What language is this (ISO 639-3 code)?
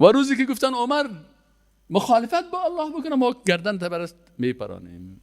fas